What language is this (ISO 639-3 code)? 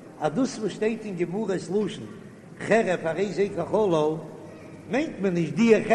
yid